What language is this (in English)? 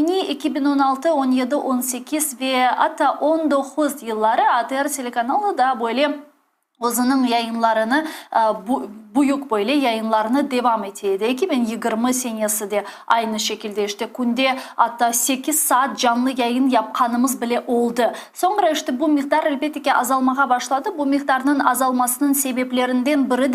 Crimean Tatar